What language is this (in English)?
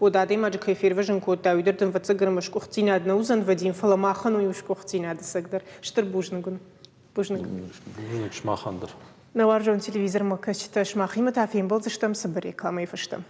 Ossetic